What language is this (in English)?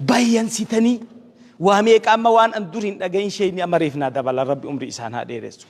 Oromo